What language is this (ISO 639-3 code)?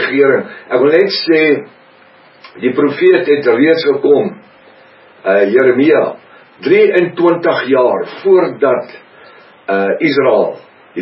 afr